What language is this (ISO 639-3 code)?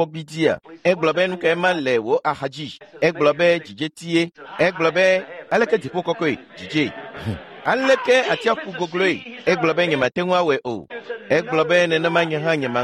ewe